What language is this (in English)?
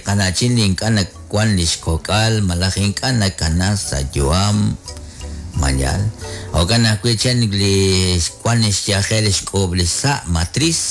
Kekchí